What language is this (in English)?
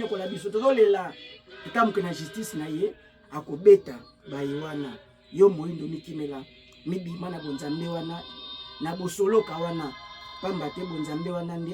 Lingala